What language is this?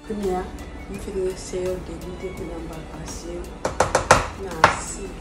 Haitian Creole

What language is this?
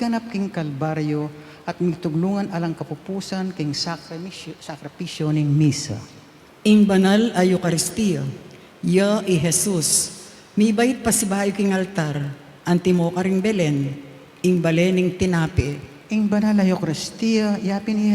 Pampanga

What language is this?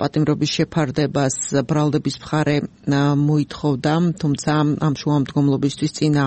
Georgian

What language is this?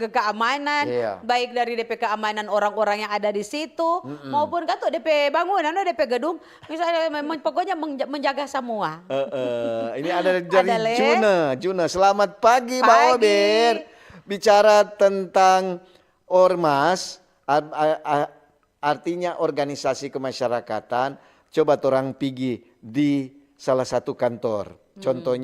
Manado Malay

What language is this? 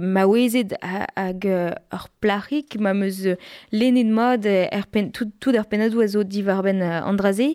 Breton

